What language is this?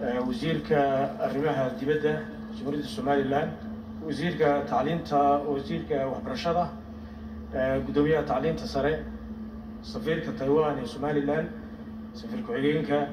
Somali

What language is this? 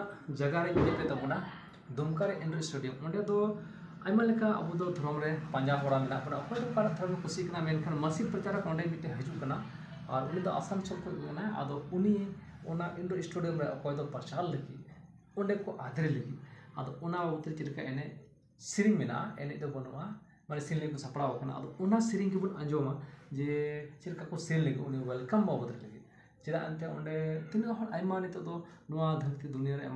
Santali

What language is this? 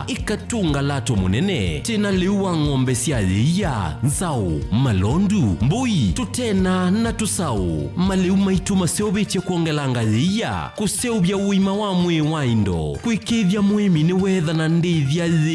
Kamba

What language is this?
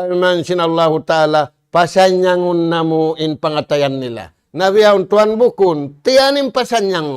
Tausug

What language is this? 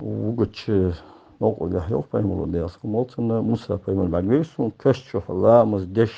Ingush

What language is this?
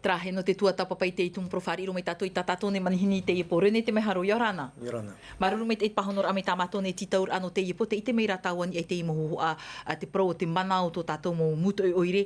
Tahitian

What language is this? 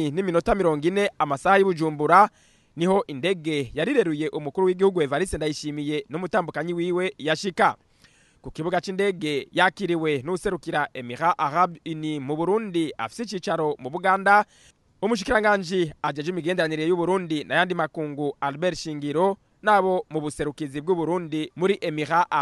Rundi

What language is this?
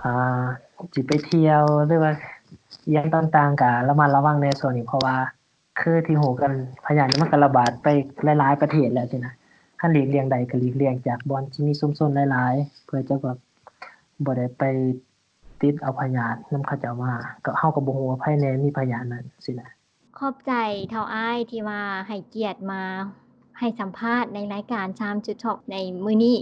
Lao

